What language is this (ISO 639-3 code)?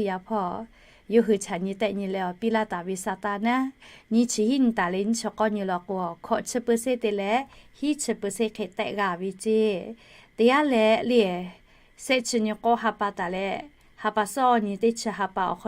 lhu